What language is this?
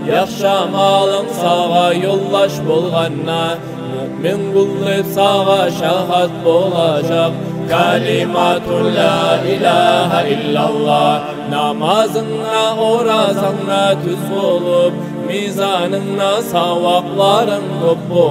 Kumyk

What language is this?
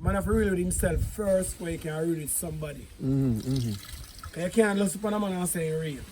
Jamaican Creole English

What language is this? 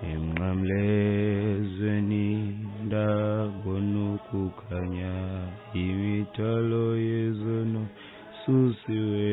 Xhosa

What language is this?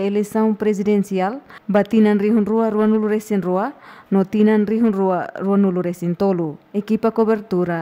Tetum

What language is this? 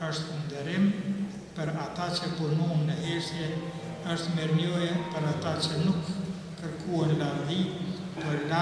Albanian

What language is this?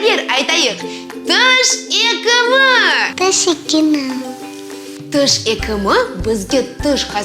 Crimean Tatar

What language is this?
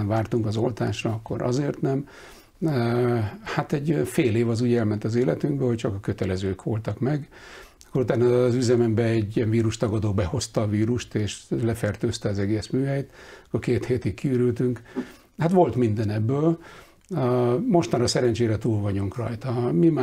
Hungarian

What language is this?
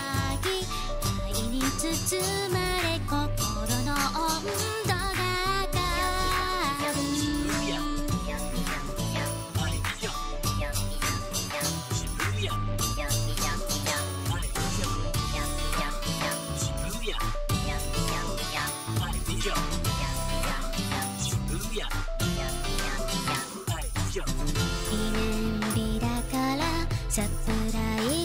Japanese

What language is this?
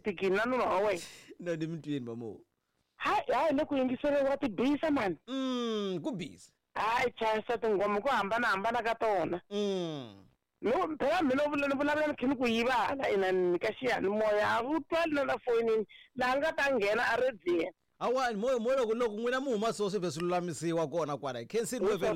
Tsonga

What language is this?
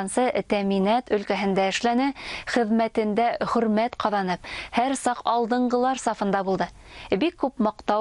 Bashkir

